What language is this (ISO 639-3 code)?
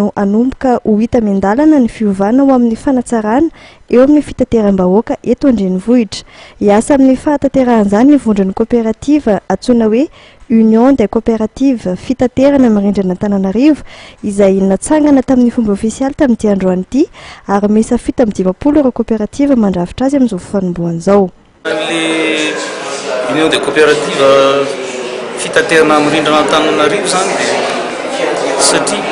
mlg